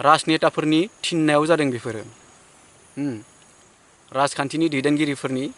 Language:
Bodo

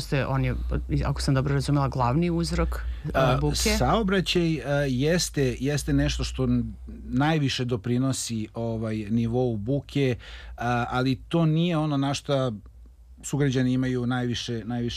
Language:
Serbian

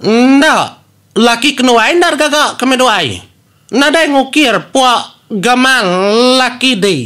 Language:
Iban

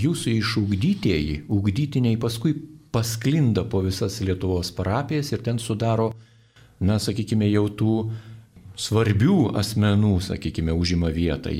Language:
Lithuanian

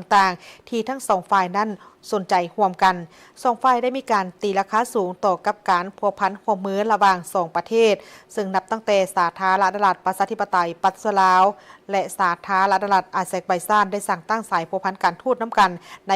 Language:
Lao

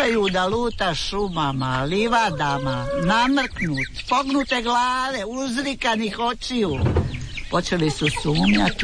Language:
Croatian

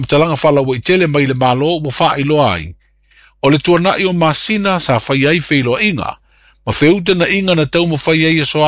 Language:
Samoan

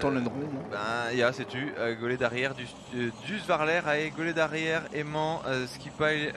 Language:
Breton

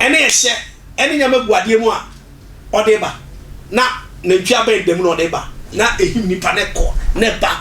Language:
Akan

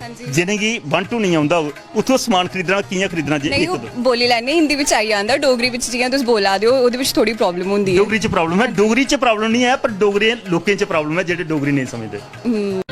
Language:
Dogri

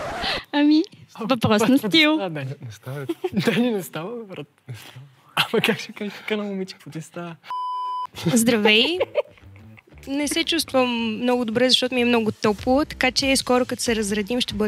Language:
Bulgarian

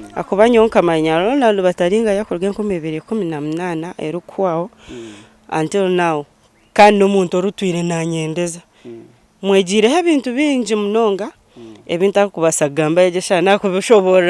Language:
Nyankole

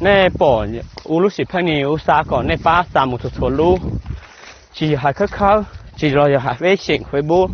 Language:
Hmong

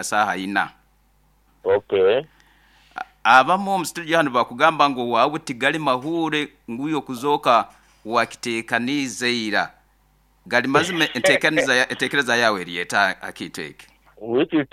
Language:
Nyoro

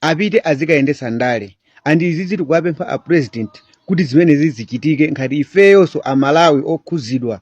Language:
Nyanja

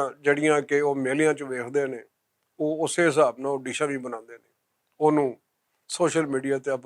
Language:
Western Panjabi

